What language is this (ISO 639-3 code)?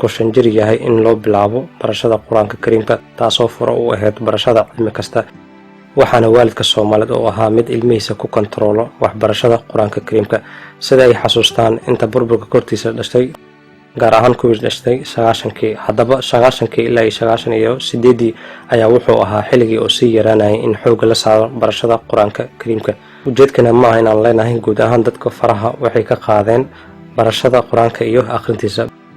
som